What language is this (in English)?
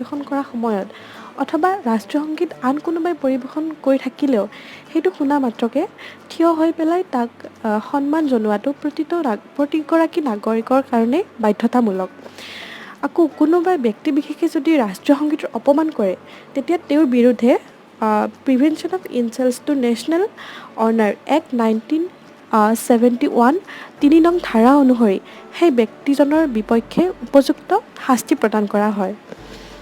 Assamese